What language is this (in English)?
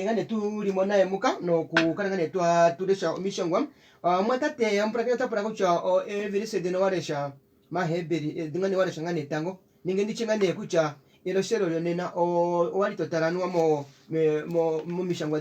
Kuanyama